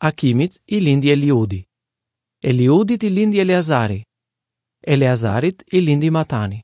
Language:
Albanian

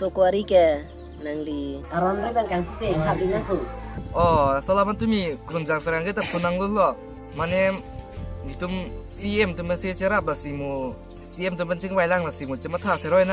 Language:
Karbi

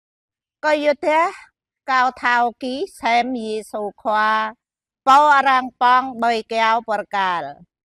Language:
Jarai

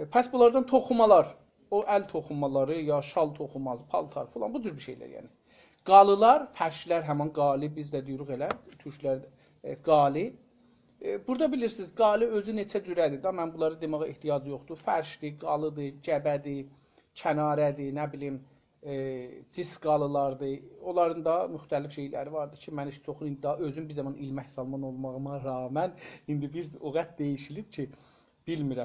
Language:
South Azerbaijani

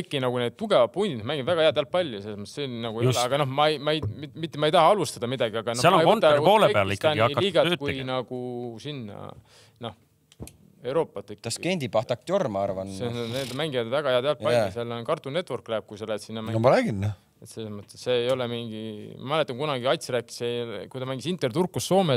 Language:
Estonian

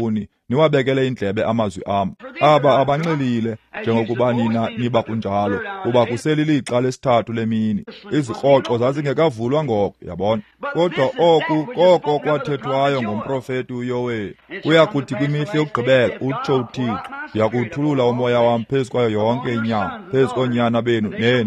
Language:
Xhosa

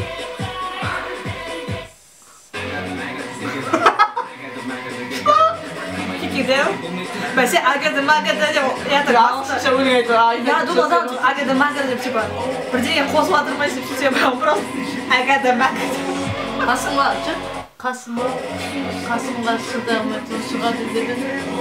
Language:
Kazakh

